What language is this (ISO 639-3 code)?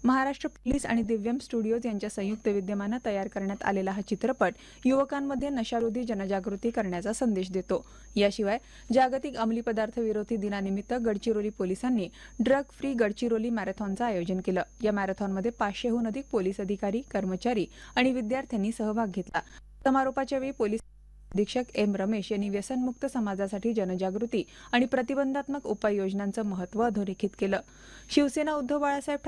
mar